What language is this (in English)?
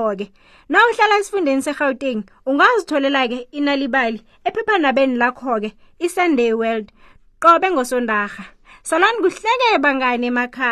South Ndebele